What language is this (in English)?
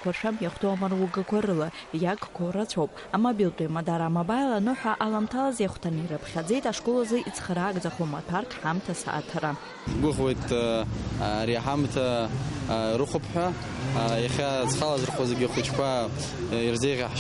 Abkhazian